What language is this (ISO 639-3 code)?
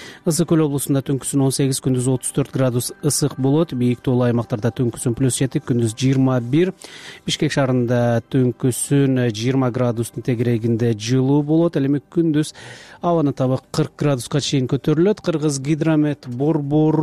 kir